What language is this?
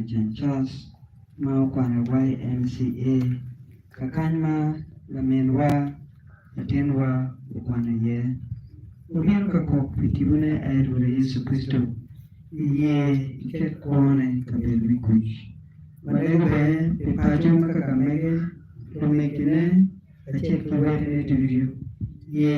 Acoli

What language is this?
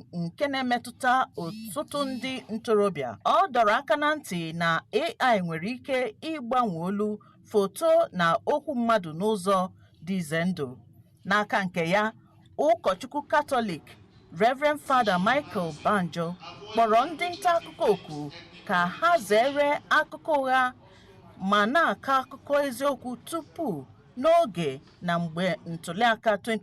Igbo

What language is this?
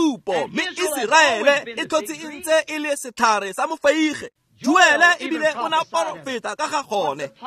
Tswana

